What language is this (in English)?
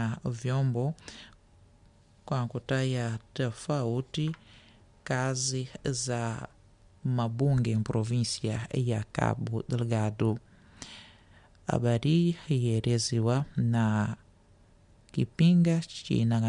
Swahili